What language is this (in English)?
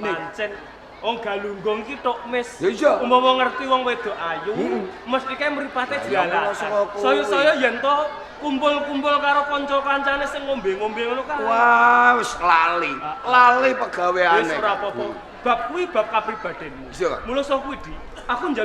Javanese